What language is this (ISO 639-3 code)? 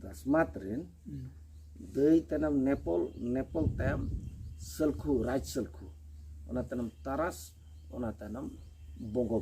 sat